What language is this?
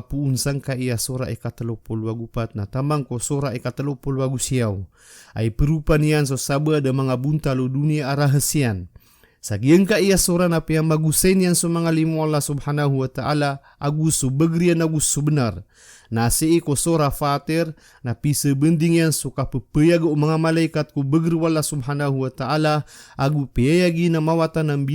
Maranao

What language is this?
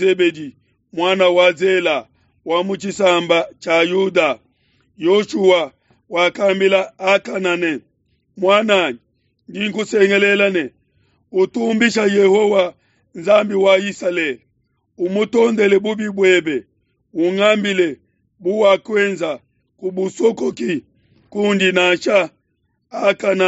Luba-Lulua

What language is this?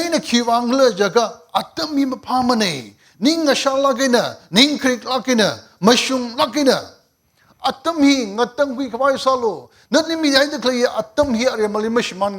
Tangkhul Naga (India)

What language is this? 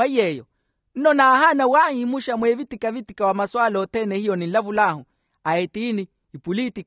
Makhuwa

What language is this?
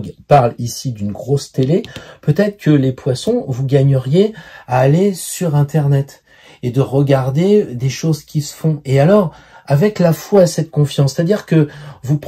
French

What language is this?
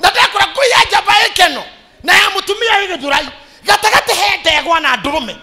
Kikuyu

